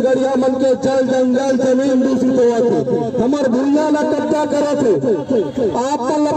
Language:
Chhattisgarhi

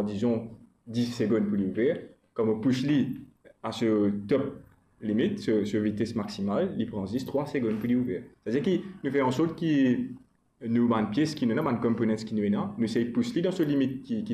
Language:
Morisyen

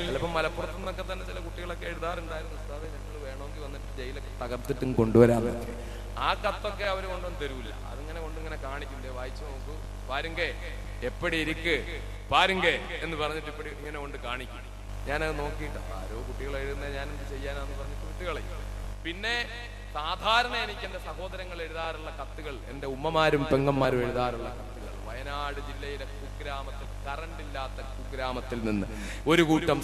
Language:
Malayalam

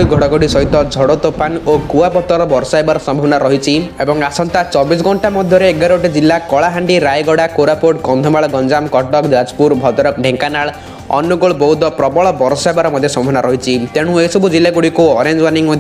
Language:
Odia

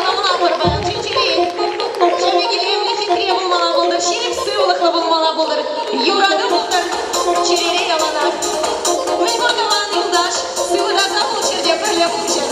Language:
Chuvash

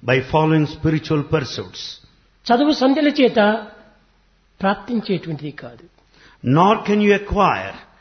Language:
Telugu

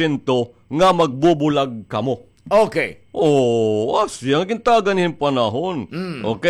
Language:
Waray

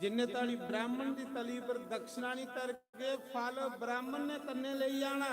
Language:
Dogri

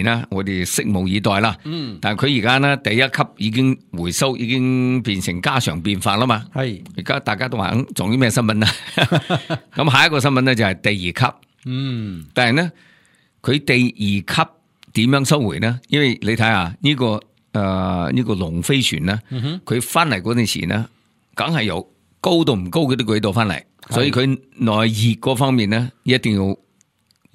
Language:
Cantonese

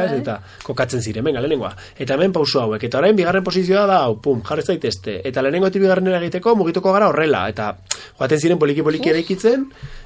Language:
Basque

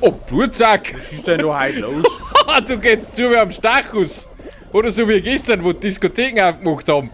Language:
Bavarian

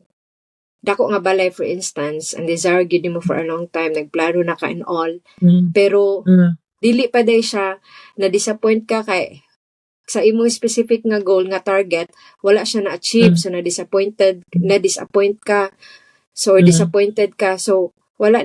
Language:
Cebuano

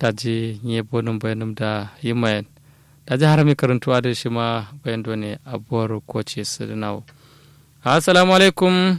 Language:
Kanuri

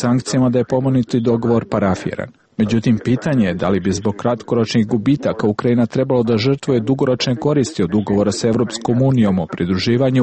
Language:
Serbian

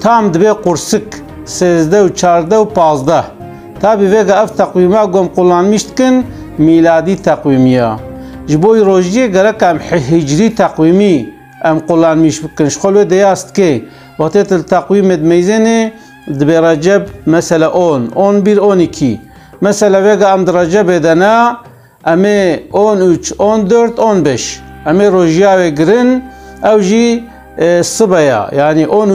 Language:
Kurdish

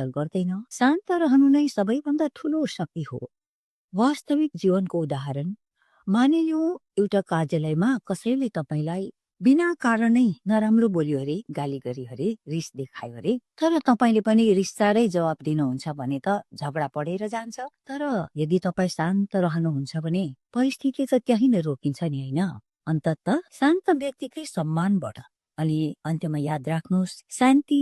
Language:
Nepali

